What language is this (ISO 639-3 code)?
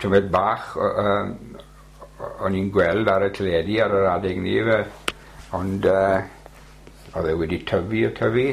cym